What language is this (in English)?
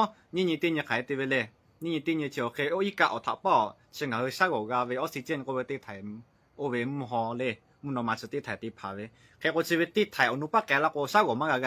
Lahu